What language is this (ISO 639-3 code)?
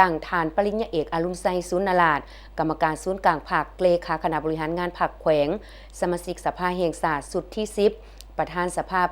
lao